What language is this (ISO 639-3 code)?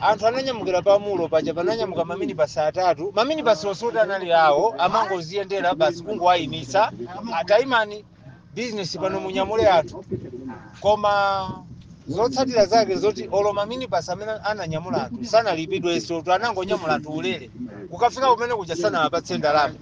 nya